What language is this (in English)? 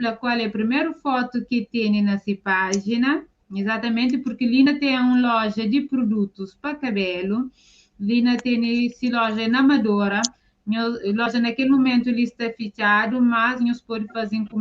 Kabuverdianu